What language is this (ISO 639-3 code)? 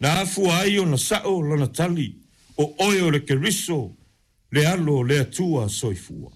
smo